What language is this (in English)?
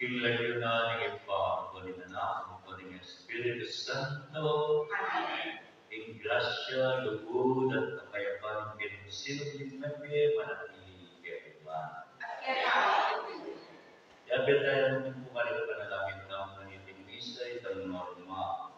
Pampanga